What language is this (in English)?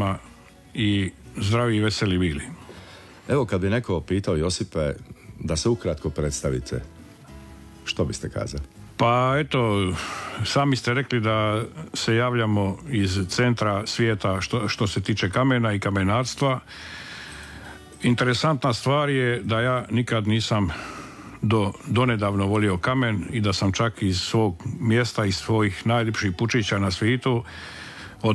Croatian